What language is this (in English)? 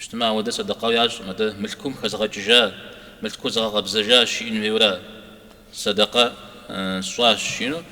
Kabardian